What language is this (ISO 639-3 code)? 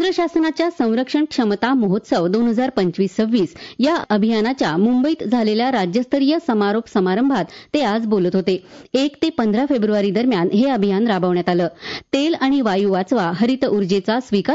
mar